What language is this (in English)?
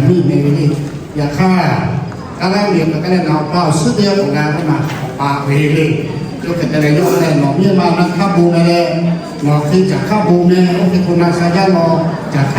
Lahu